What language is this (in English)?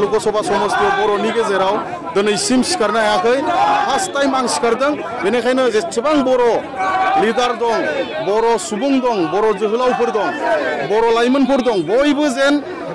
Bodo